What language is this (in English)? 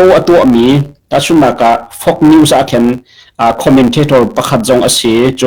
Hakha Chin